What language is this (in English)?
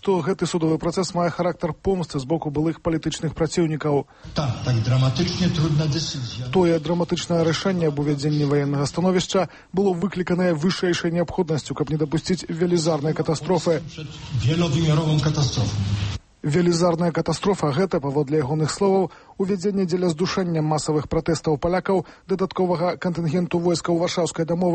Belarusian